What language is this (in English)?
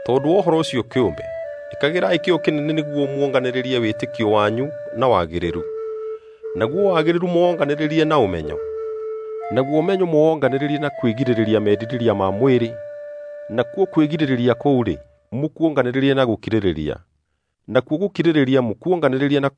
Kikuyu